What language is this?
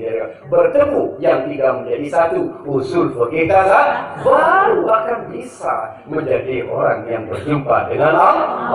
Sasak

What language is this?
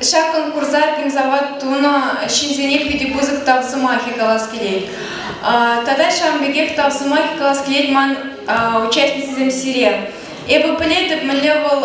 Chuvash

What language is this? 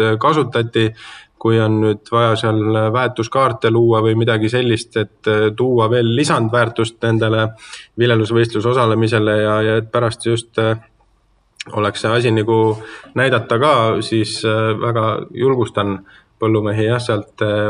Estonian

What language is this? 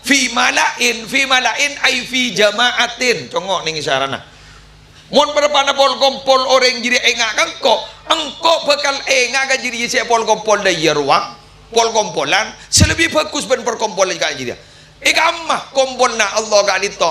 Madurese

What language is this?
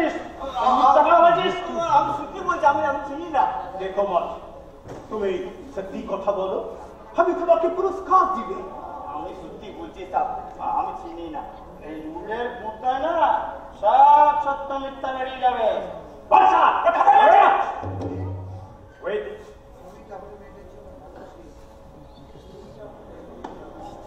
Bangla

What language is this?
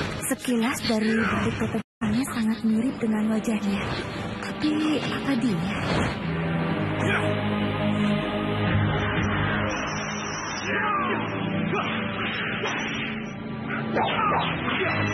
Indonesian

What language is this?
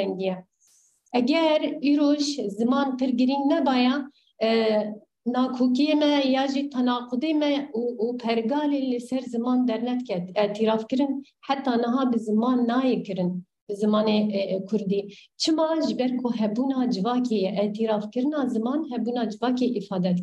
Kurdish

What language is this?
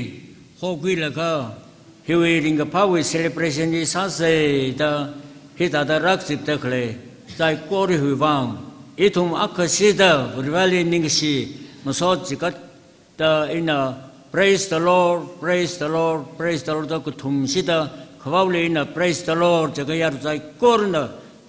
Tangkhul Naga (India)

